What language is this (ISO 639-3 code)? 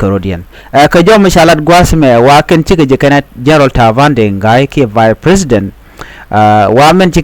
nus